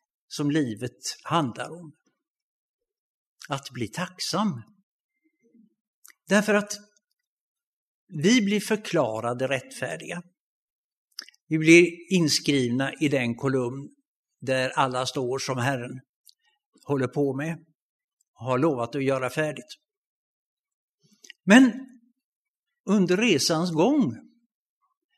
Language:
Swedish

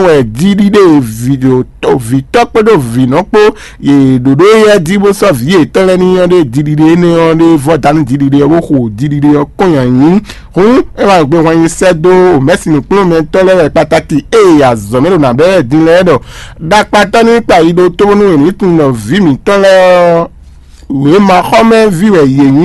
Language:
Fon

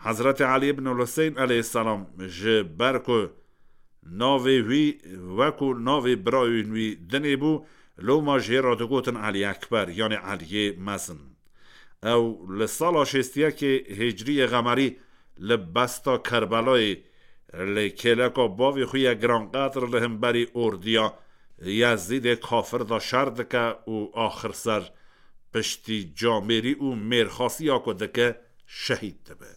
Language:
Kurdish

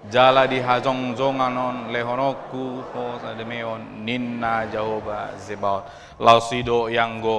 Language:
Batak Toba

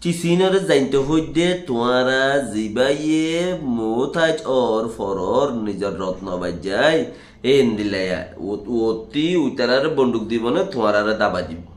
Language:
Rohingya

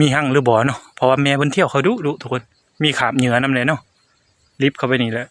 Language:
Lao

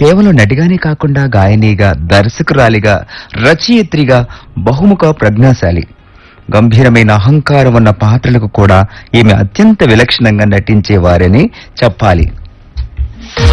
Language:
Telugu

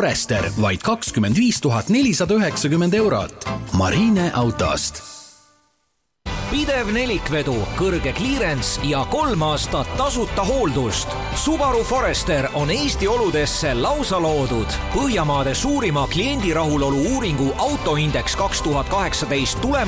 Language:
Estonian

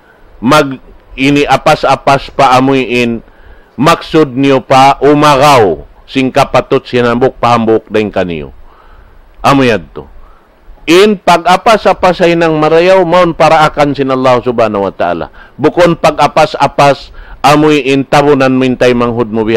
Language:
Tausug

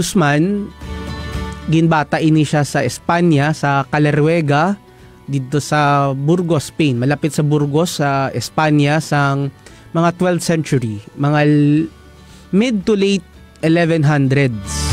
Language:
Hiligaynon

